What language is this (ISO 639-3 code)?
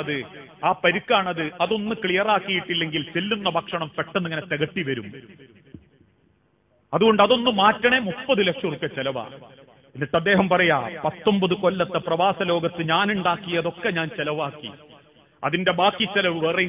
mal